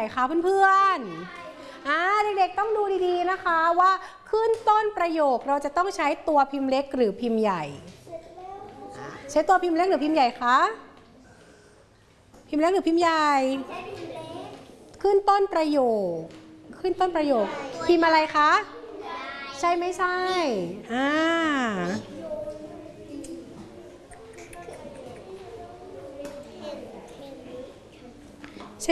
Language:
Thai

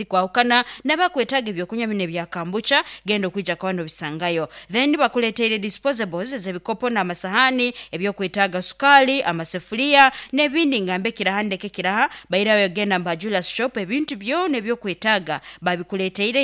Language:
Nyoro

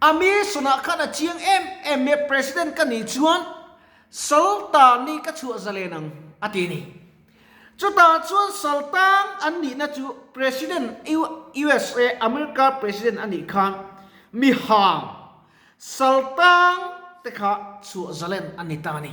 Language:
Mizo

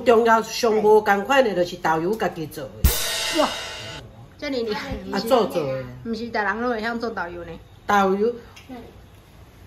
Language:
Min Nan Chinese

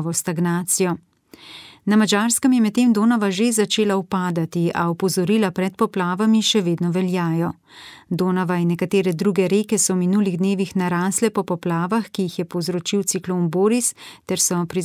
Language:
Slovenian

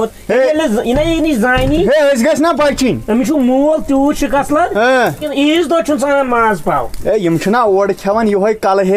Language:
Kashmiri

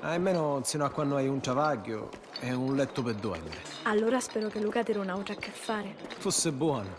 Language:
Sicilian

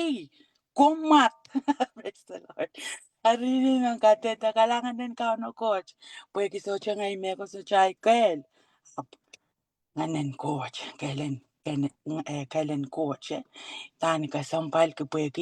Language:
Pohnpeian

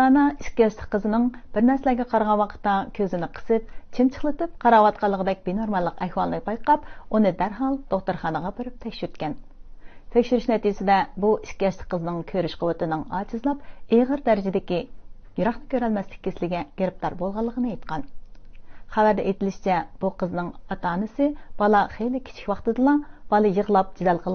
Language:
Uyghur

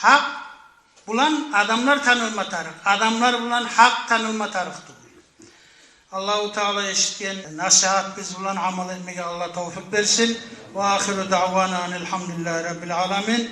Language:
Kumyk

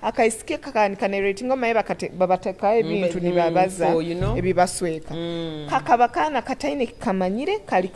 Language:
Nyoro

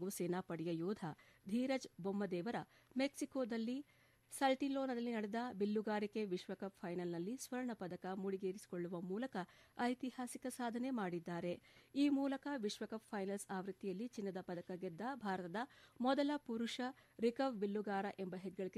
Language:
Kannada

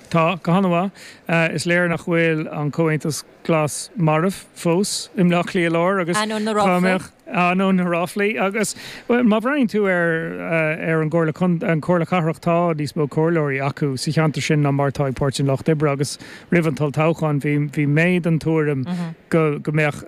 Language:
Irish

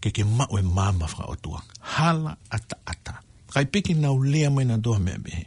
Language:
Tongan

